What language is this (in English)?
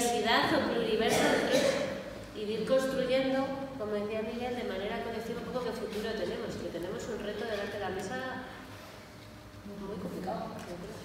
Spanish